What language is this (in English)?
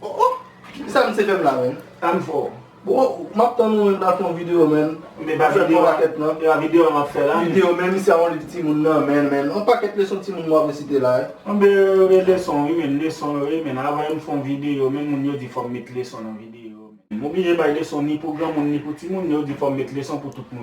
Haitian Creole